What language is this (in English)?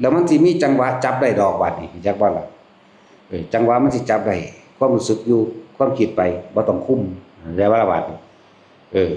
Northeastern Thai